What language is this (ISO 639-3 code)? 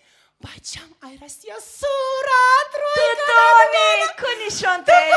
tgk